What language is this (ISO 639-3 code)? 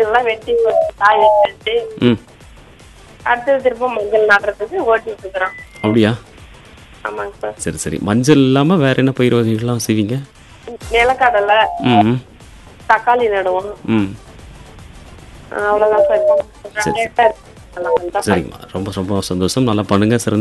tam